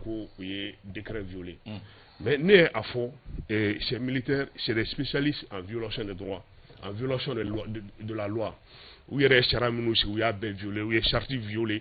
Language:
Bambara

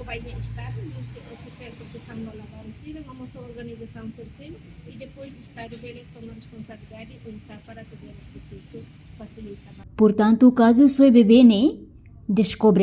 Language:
Tetum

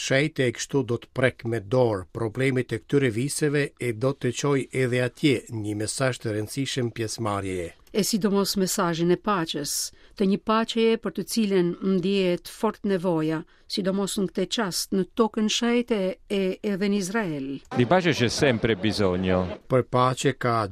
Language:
Albanian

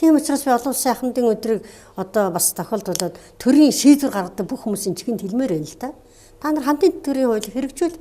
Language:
Mongolian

